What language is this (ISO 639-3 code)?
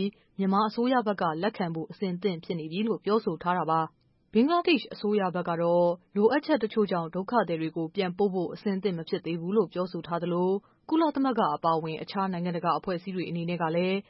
mya